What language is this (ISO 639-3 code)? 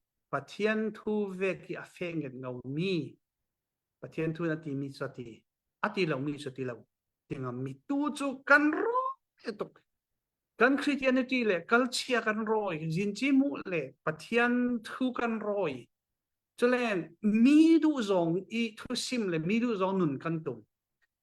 cfm